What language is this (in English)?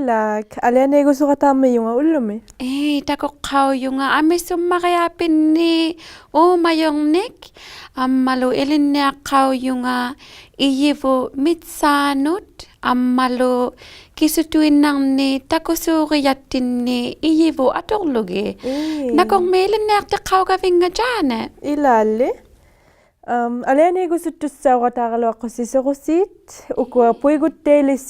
Inuktitut